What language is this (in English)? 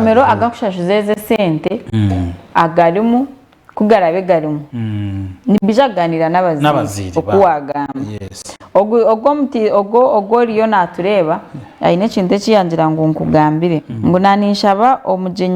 Nyankole